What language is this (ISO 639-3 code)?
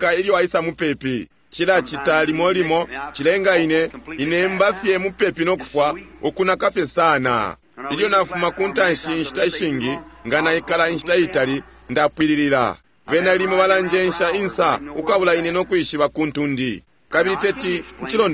bem